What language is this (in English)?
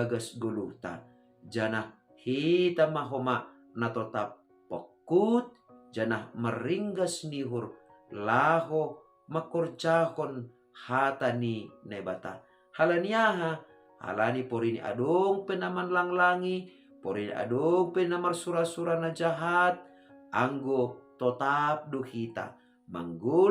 Batak Simalungun